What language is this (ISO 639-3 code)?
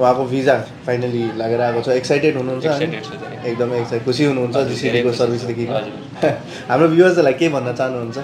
nep